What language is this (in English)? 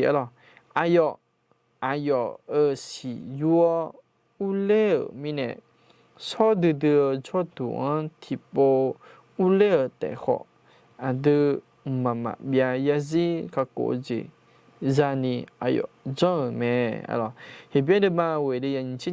Akha